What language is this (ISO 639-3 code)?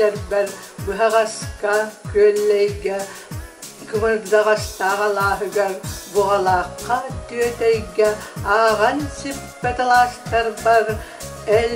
sah